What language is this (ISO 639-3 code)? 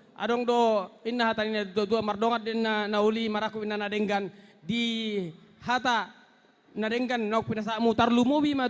bbc